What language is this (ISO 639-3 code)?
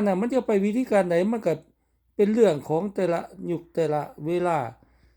lao